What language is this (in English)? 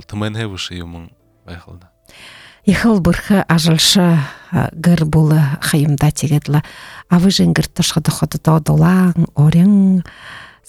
Buriat